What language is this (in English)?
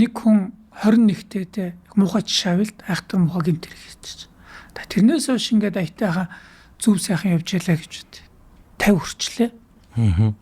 Mongolian